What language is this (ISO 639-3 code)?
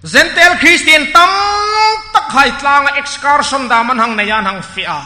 hmr